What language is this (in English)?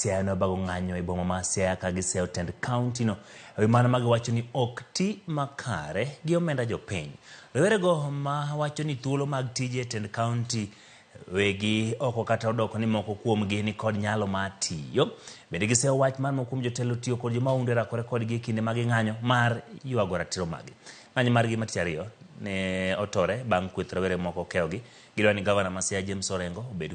Luo (Kenya and Tanzania)